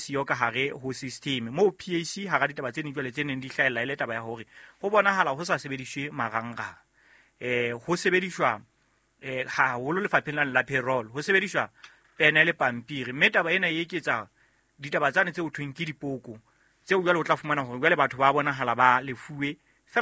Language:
Southern Sotho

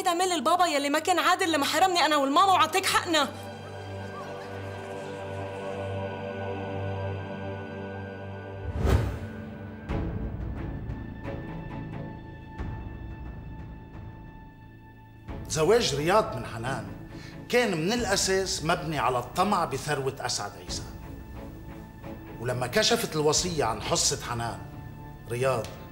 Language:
North Levantine Arabic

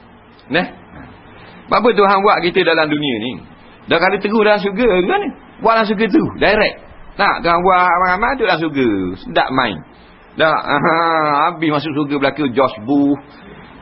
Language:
Malay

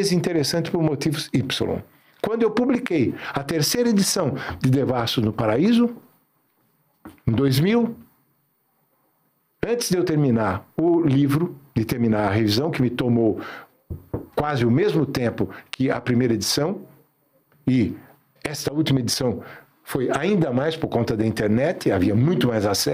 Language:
Portuguese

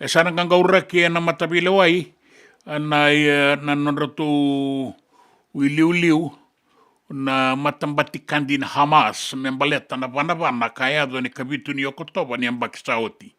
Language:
Fijian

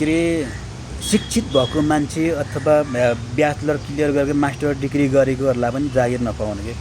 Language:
Nepali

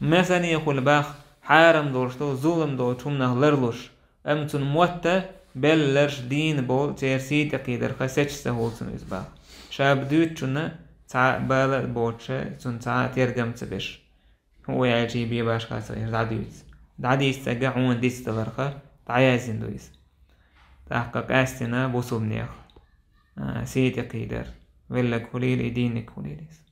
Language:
Chechen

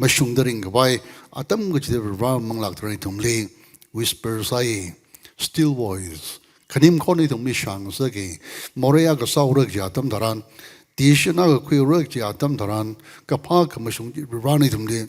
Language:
Tangkhul Naga (India)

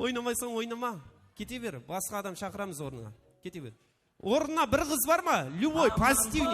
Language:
Kara-Kalpak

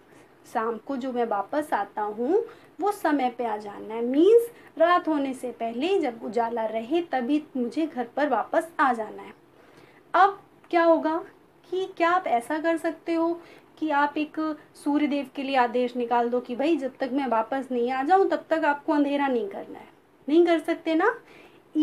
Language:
Hindi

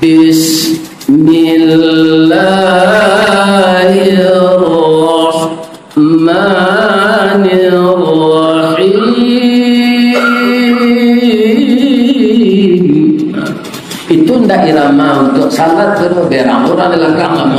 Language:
Minangkabau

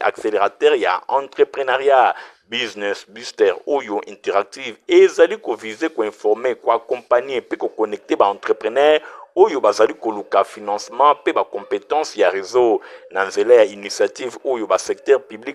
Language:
Lingala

